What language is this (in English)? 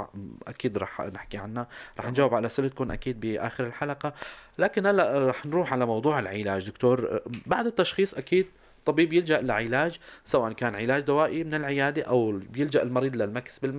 North Levantine Arabic